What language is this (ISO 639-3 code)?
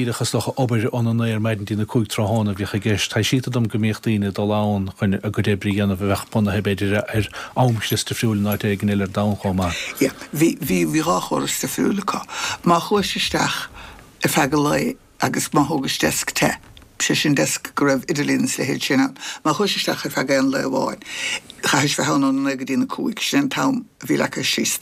gle